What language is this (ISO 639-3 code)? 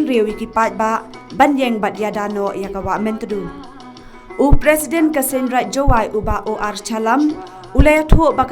pbv